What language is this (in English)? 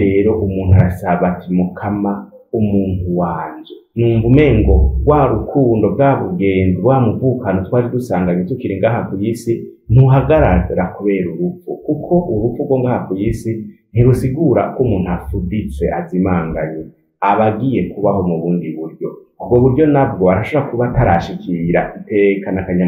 Rundi